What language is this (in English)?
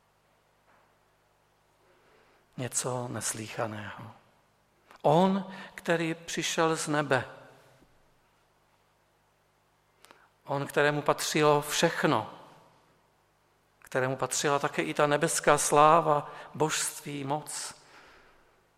Czech